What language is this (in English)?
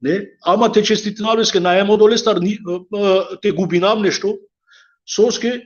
Balkan Romani